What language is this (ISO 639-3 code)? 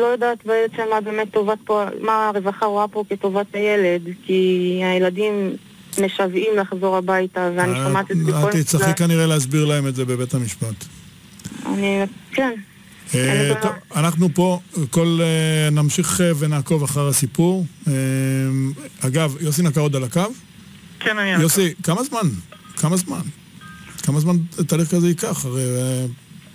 heb